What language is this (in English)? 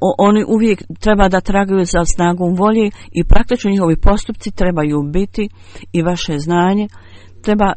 Bosnian